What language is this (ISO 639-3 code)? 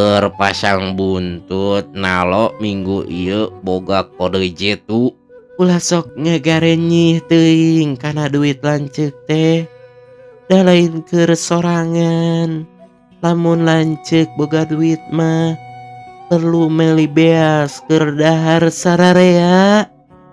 sun